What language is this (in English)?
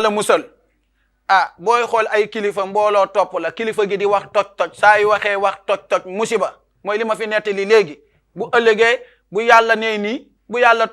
Wolof